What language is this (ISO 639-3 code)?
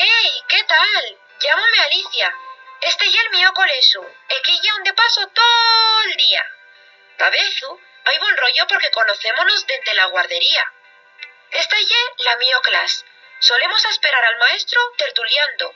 ast